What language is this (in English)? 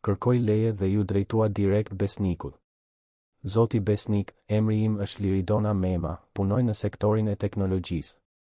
Albanian